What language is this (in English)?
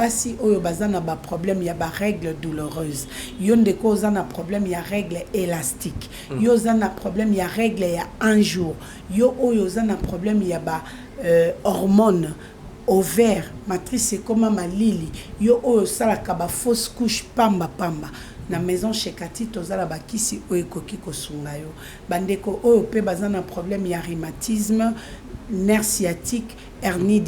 Lingala